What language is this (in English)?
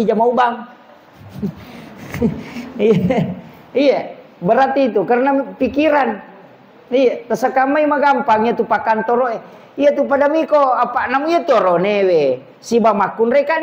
Buginese